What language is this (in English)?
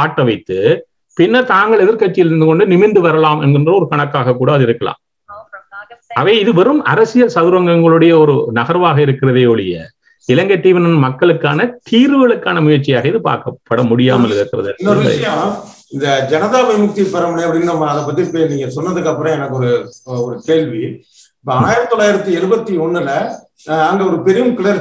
Tamil